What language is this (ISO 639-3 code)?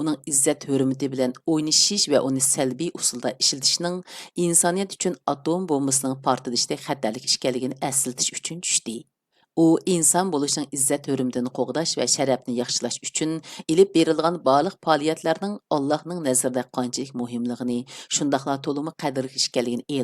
uig